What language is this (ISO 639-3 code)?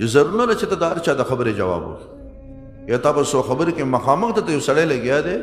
pus